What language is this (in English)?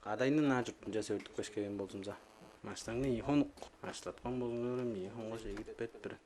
Tuvinian